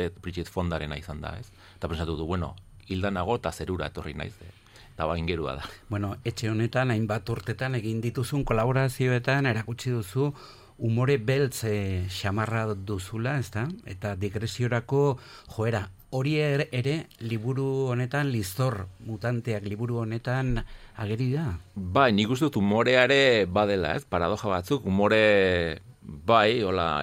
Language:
Basque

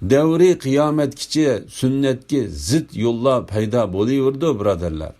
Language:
Uyghur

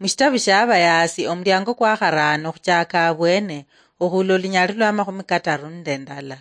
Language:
Luyia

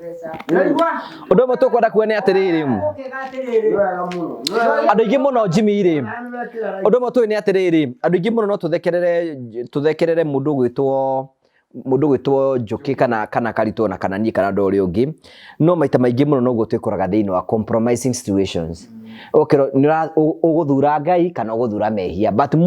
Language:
Kikuyu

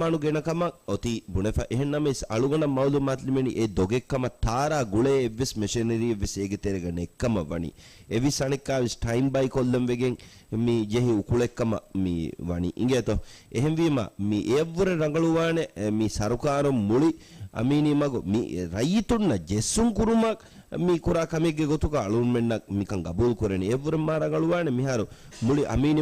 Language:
Divehi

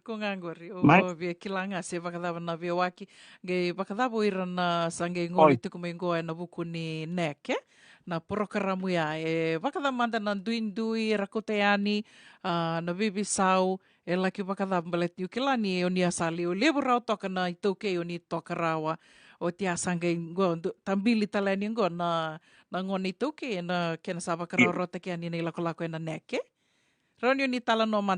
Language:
Fijian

